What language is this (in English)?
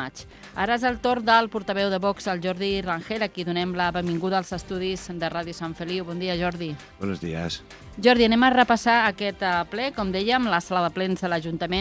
Catalan